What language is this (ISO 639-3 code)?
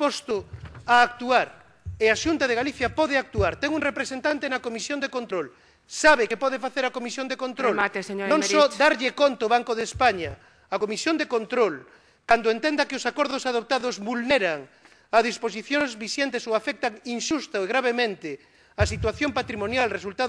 glg